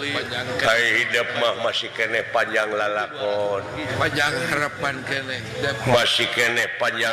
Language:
Sundanese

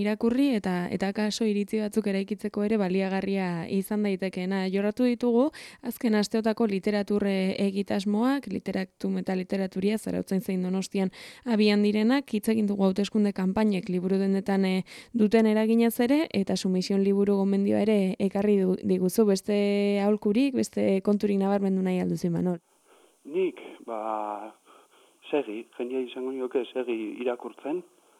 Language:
Basque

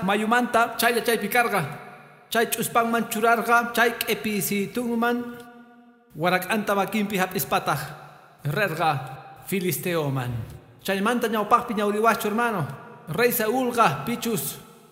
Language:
Quechua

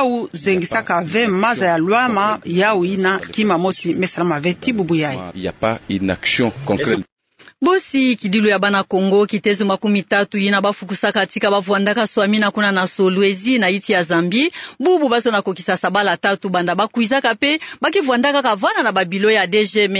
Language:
Kituba (Democratic Republic of Congo)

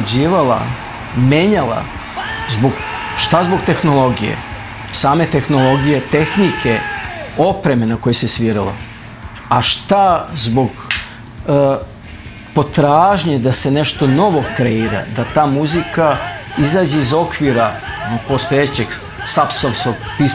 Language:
Serbian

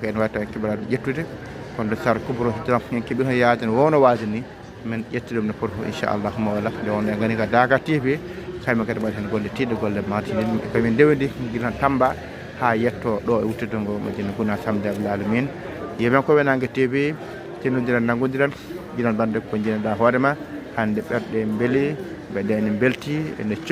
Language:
Fula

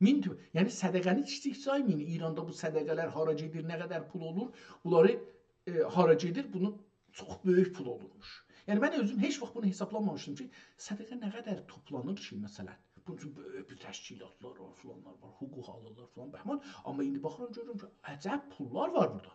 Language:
South Azerbaijani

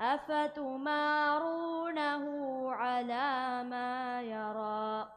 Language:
Divehi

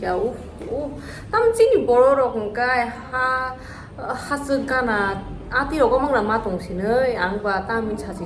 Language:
Kok Borok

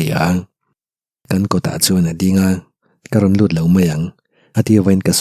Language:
Mizo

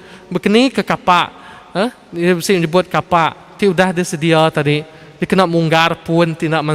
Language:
Iban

